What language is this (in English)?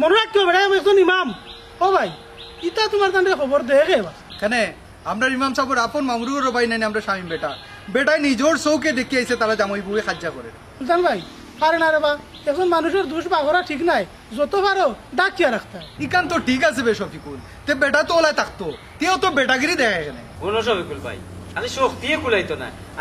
Sylheti